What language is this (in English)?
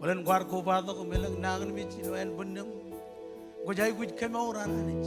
Marshallese